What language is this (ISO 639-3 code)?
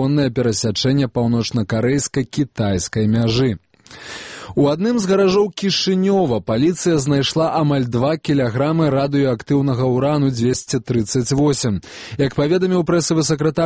bel